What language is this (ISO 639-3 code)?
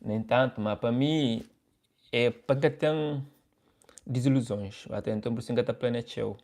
kea